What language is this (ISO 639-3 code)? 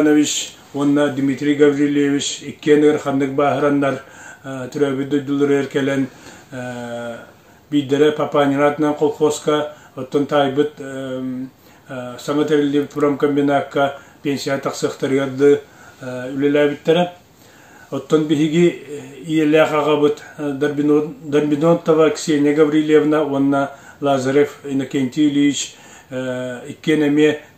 sah